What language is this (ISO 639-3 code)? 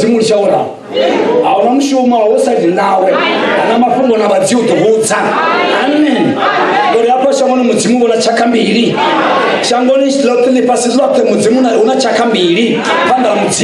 ven